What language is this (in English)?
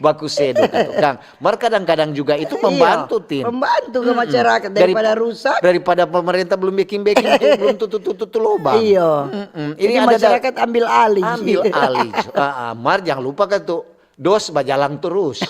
Manado Malay